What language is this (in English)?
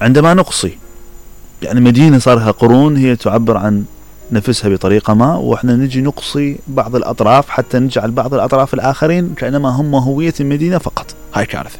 Mesopotamian Arabic